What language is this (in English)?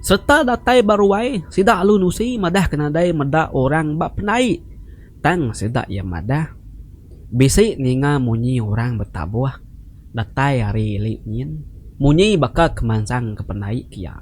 Iban